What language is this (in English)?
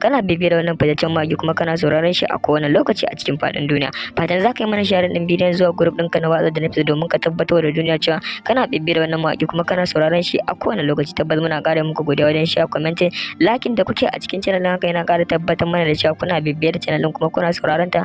Hausa